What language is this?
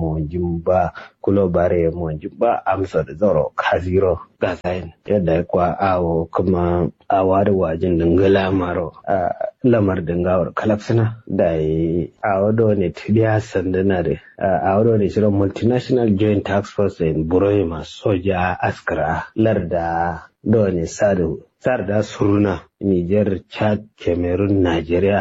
Kanuri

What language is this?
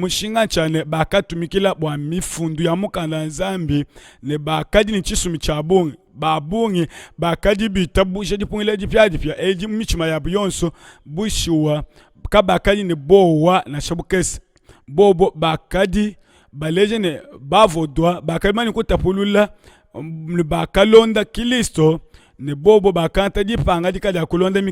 Luba-Lulua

